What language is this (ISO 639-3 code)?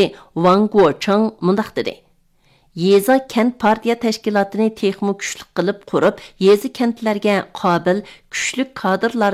uig